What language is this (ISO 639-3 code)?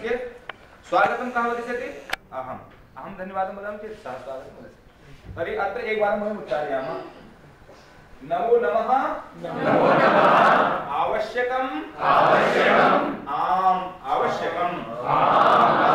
san